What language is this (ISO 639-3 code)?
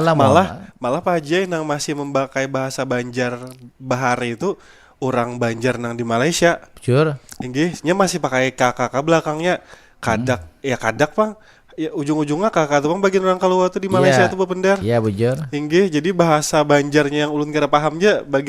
bjn